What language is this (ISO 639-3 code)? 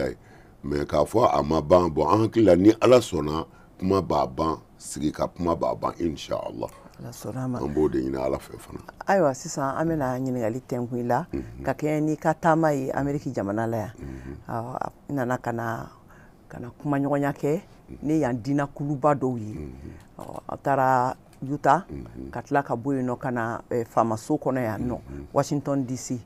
bam